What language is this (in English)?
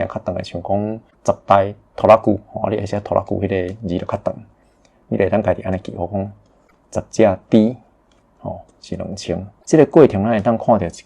Min Nan Chinese